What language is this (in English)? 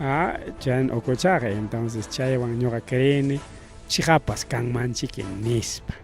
Ayacucho Quechua